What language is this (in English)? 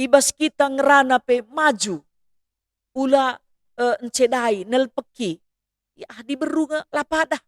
Batak Karo